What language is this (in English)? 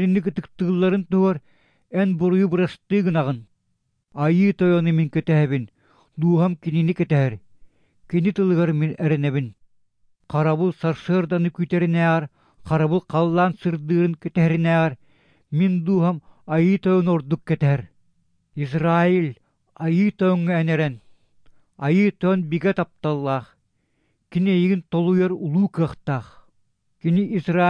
Yakut